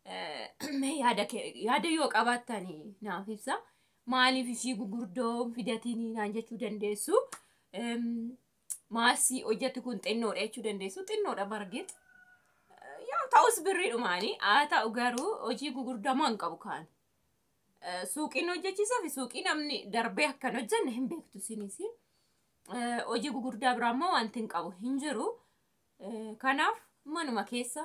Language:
Oromo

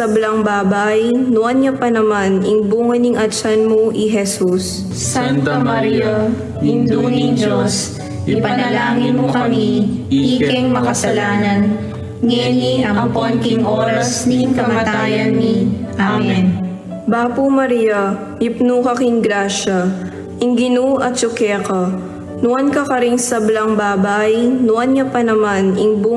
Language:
Pampanga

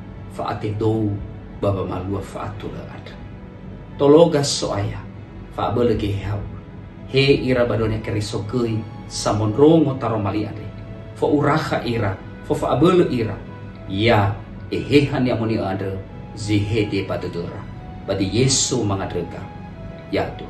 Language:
Nias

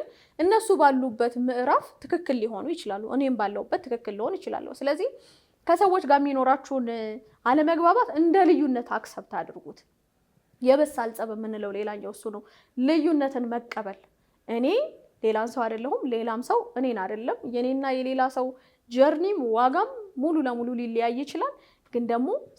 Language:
Amharic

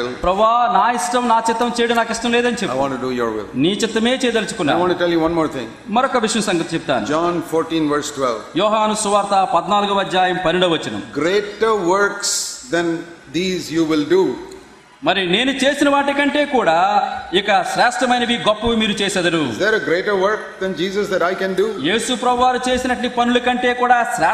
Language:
Telugu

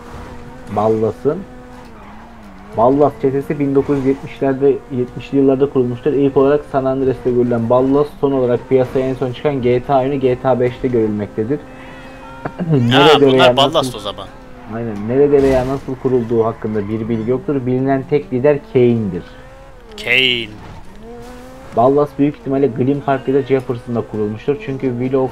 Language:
Turkish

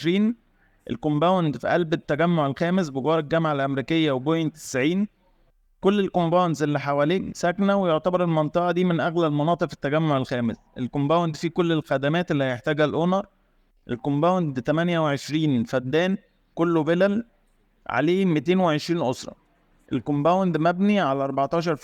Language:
Egyptian Arabic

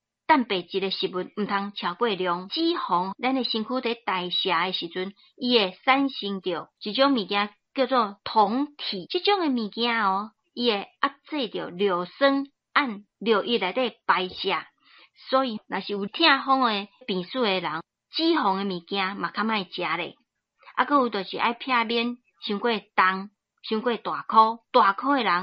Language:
Min Nan Chinese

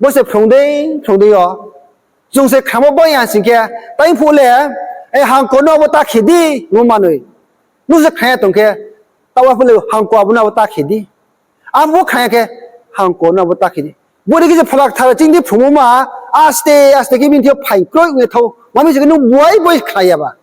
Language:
Riang (India)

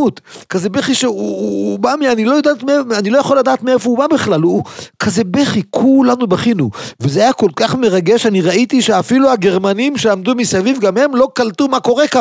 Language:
Hebrew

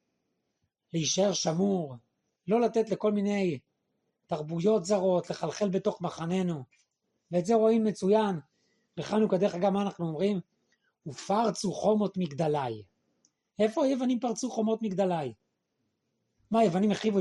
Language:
Hebrew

